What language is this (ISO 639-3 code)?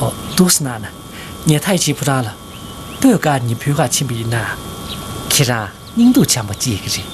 bod